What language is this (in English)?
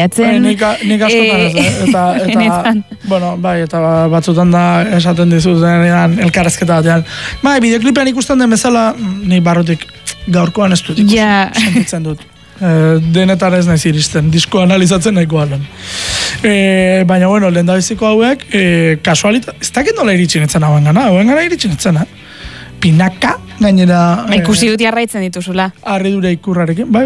Basque